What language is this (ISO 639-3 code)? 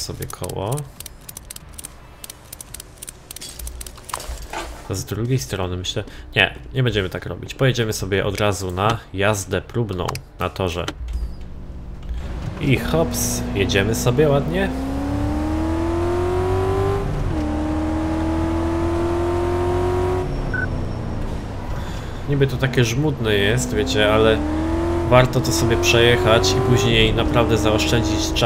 pol